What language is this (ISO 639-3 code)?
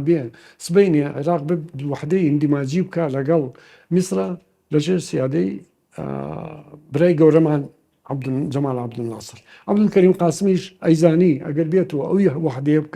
ckb